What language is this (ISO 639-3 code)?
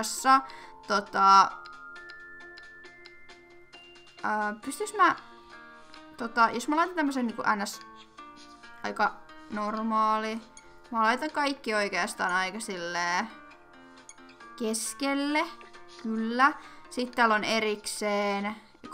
fin